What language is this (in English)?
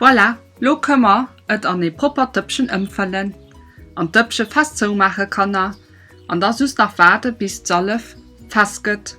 Luxembourgish